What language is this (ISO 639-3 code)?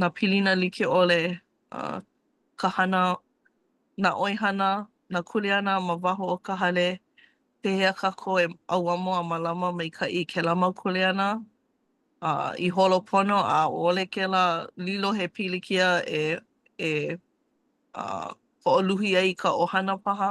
haw